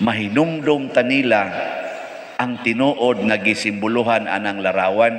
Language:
Cebuano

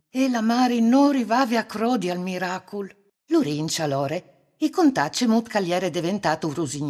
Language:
Friulian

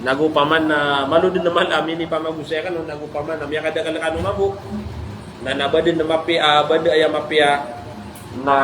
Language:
Maranao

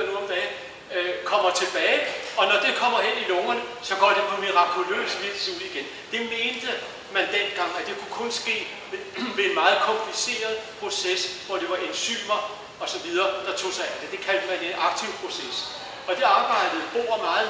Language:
Danish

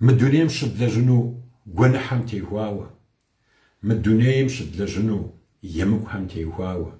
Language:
Kabardian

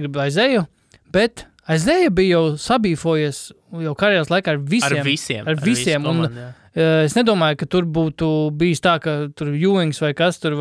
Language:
Latvian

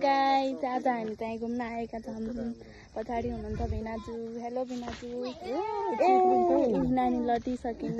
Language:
Nepali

